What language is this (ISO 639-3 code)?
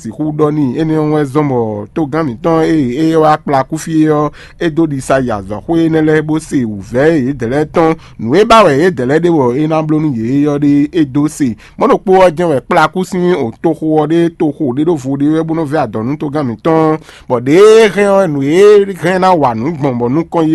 fon